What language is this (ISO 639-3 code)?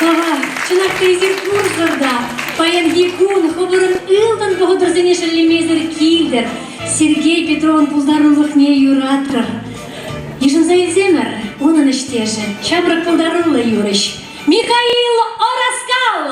chv